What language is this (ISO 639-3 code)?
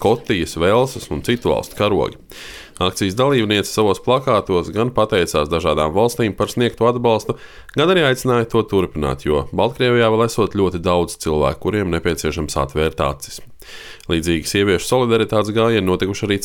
lav